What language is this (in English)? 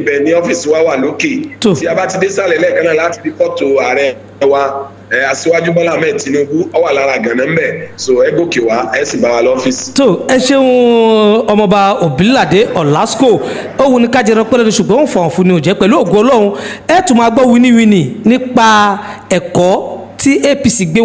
Yoruba